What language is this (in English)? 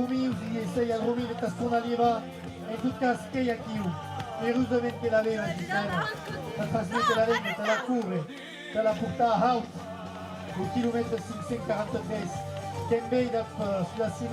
Occitan